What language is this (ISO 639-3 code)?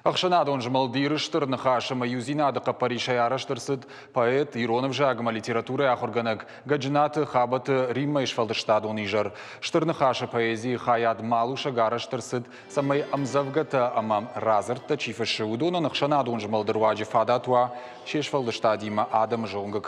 oss